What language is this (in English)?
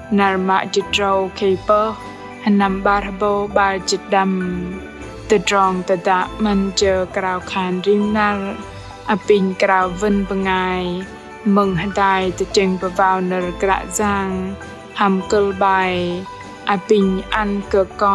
Bahnar